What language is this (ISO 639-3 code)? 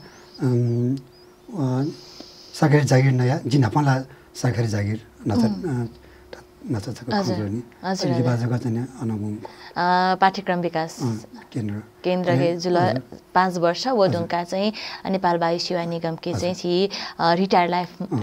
new